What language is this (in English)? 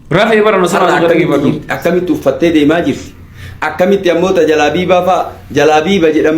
Oromo